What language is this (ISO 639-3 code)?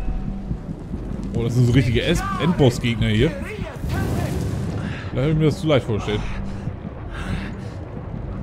deu